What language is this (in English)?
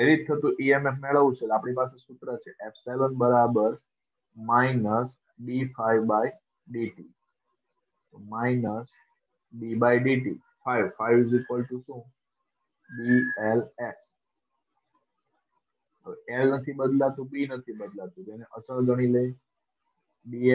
Gujarati